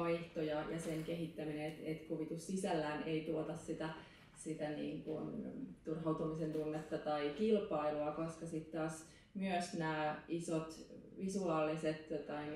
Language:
Finnish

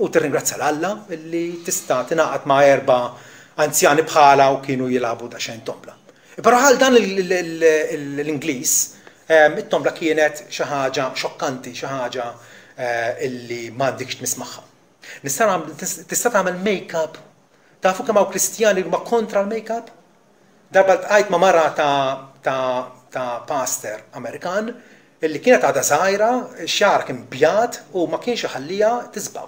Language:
Maltese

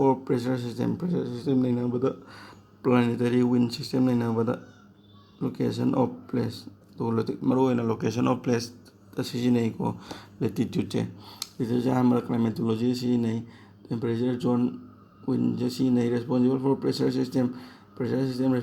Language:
Manipuri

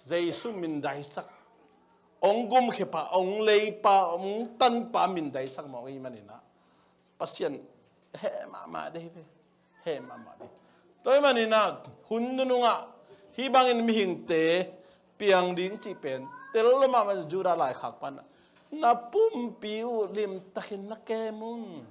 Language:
Tedim Chin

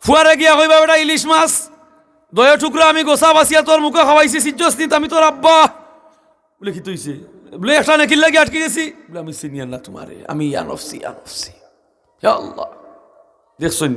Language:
Sylheti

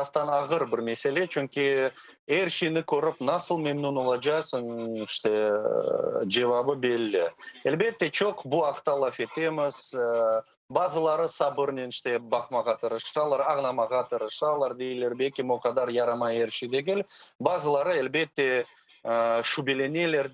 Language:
Crimean Tatar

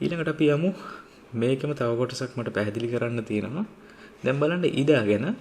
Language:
Sinhala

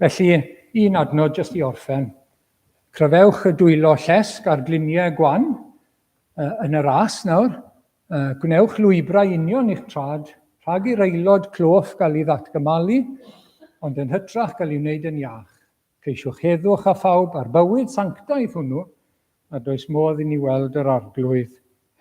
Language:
Welsh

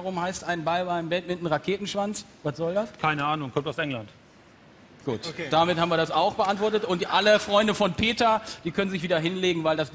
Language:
German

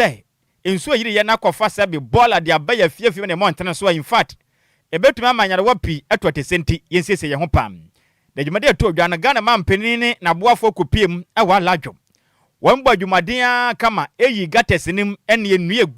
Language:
Akan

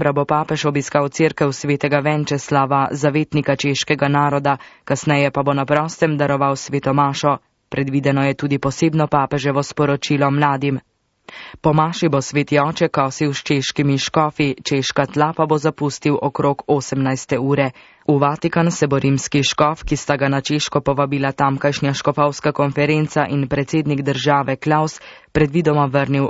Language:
Slovenian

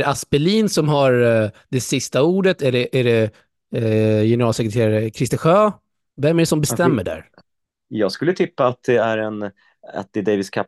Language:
Swedish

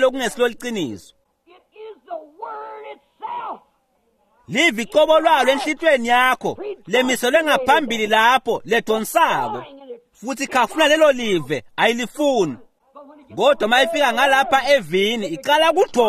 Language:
Swati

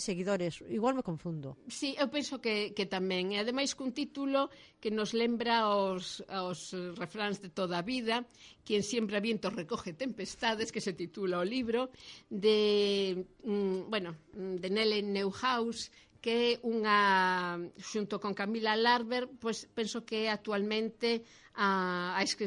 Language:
Galician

